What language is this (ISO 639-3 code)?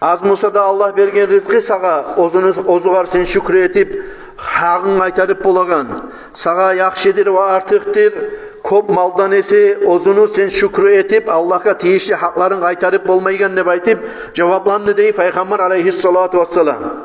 kum